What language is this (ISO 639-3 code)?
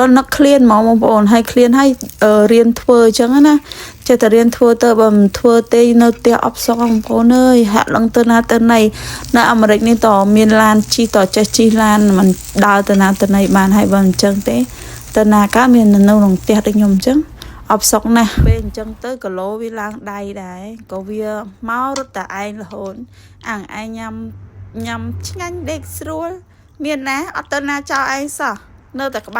khm